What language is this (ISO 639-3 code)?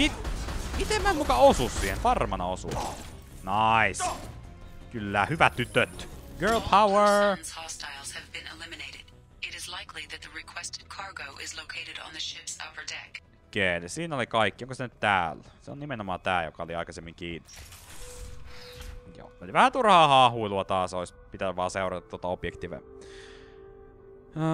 fin